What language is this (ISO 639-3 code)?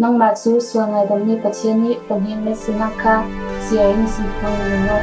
cfm